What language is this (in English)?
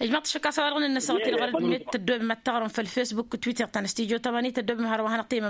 Tamasheq